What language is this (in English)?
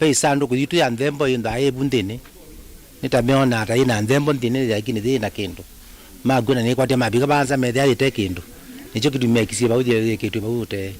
Kamba